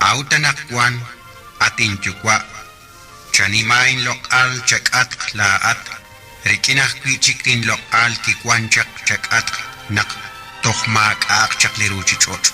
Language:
Kekchí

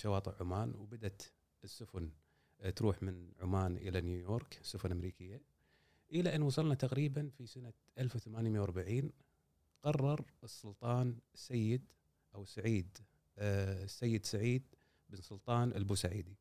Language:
Gulf Arabic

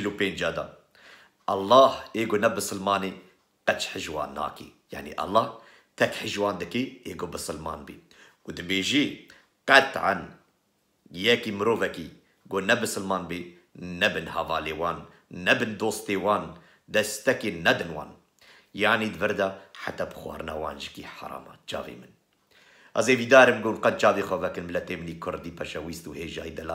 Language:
Kurdish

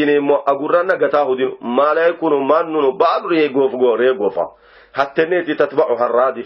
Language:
Sidamo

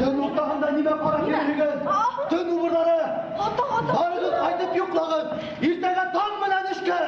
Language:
Bashkir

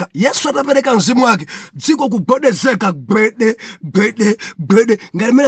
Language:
Nyanja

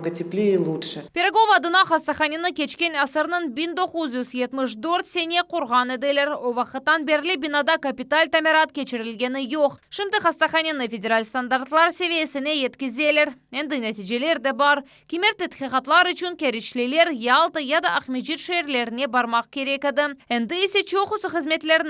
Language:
Crimean Tatar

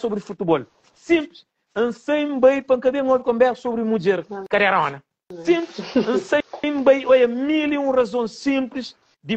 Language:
Kabuverdianu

